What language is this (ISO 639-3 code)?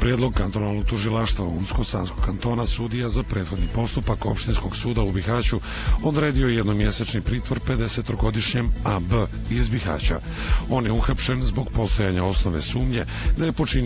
bos